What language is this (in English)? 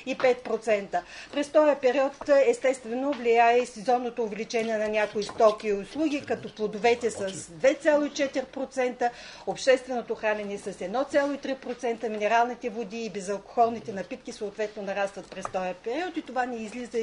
Bulgarian